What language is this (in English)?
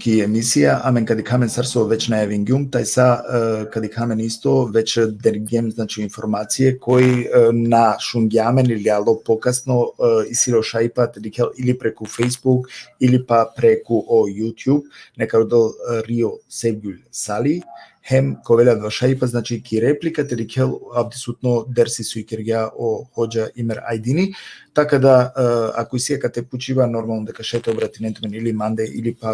Balkan Romani